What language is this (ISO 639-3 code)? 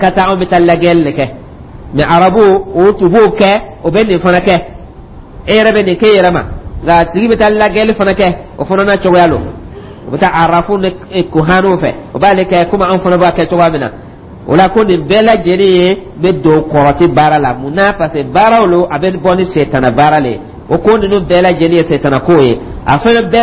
dyu